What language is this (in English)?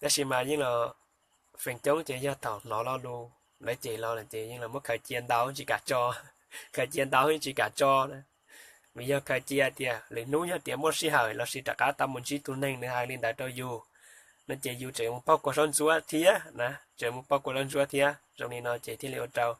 Hmong